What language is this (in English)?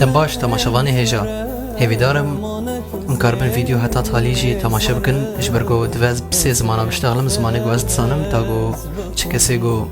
Kurdish